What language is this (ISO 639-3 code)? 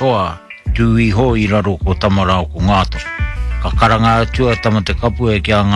mri